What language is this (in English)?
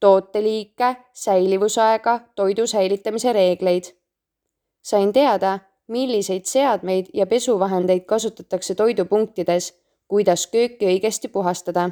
Estonian